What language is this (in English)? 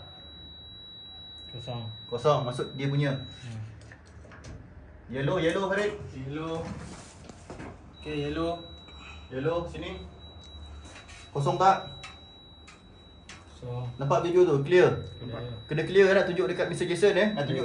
Malay